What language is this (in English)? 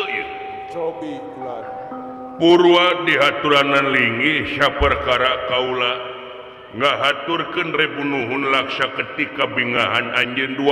Sundanese